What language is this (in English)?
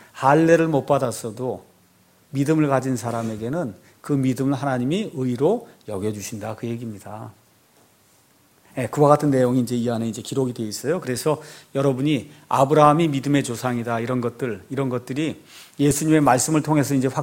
Korean